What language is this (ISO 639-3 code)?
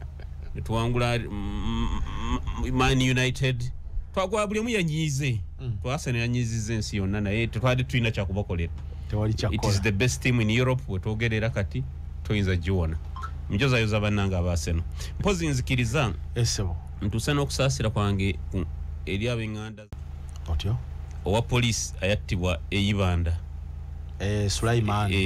lug